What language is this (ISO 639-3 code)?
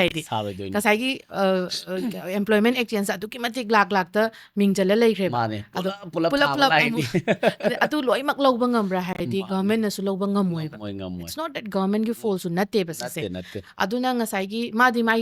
mni